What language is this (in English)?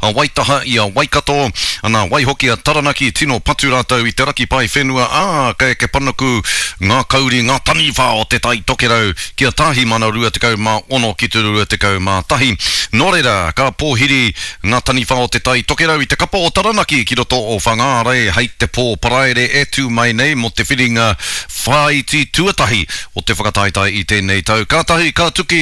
Māori